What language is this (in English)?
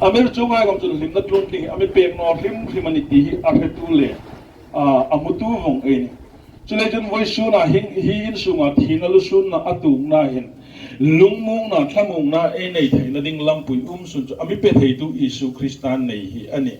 Hmar